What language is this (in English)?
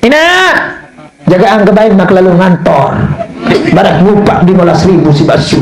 Sasak